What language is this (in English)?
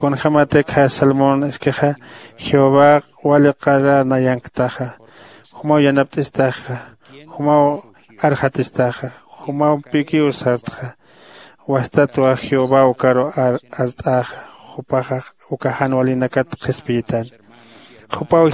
Aymara